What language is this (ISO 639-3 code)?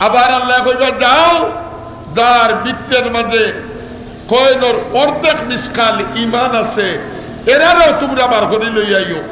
syl